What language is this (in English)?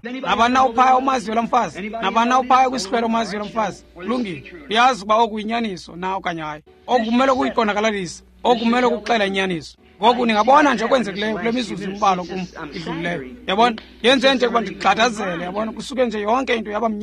Xhosa